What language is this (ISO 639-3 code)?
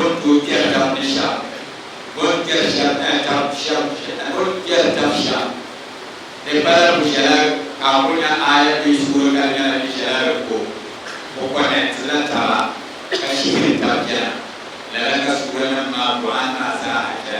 dag